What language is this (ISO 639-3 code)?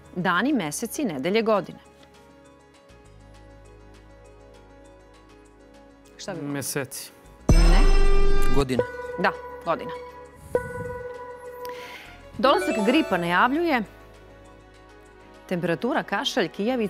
srp